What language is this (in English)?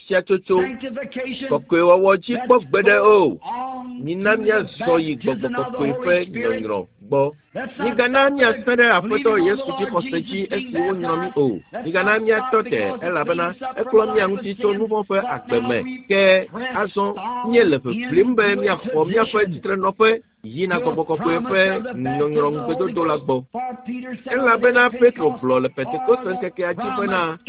Ewe